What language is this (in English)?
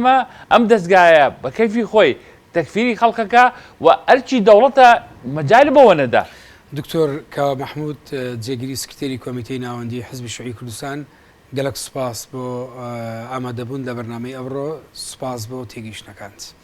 Central Kurdish